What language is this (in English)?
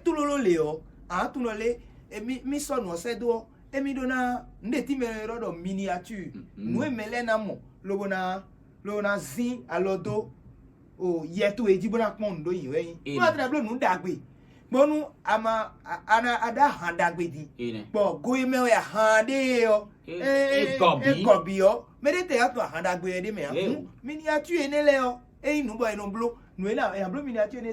Fon